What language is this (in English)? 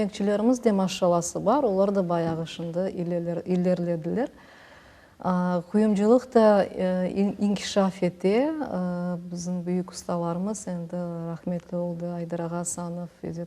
Crimean Tatar